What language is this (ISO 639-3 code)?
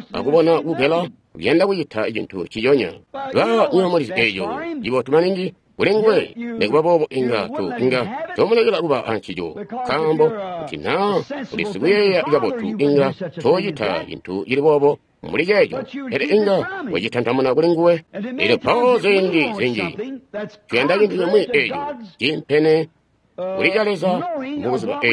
toi